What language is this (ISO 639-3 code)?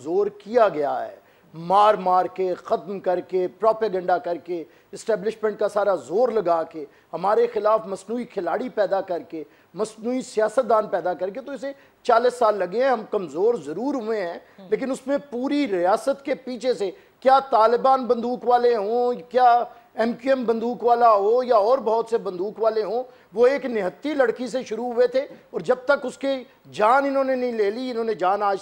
urd